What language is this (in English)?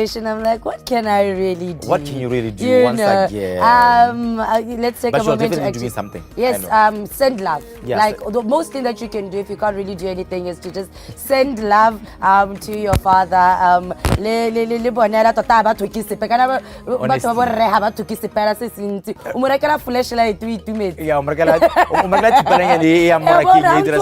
Tswana